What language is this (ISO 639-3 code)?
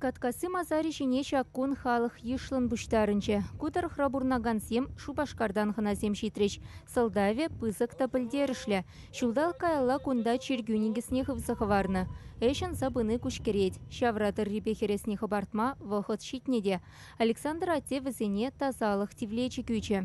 chv